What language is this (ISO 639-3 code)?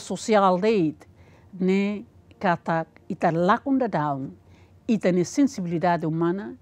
tet